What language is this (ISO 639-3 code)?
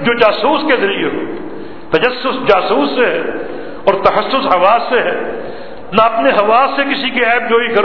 urd